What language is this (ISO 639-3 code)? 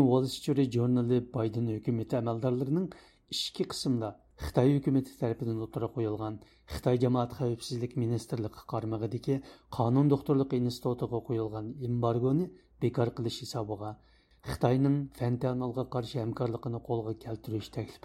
uig